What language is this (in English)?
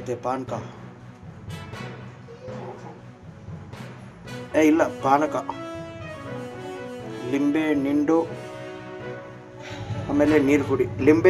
Kannada